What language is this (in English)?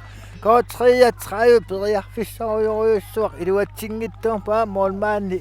Kalaallisut